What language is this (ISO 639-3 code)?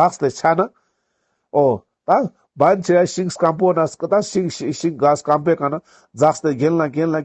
lbj